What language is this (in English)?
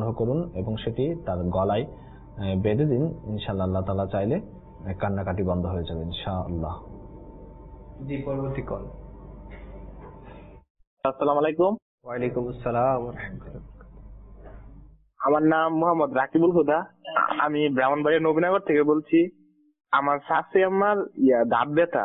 Bangla